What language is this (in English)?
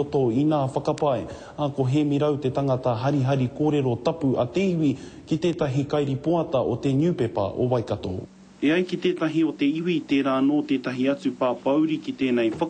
Māori